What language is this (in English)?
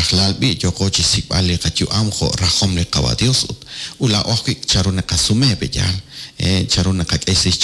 Kekchí